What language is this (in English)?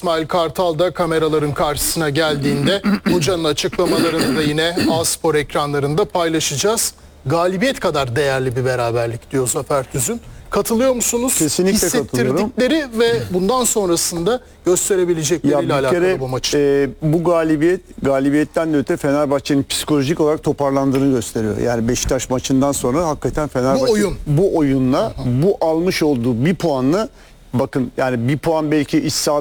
Turkish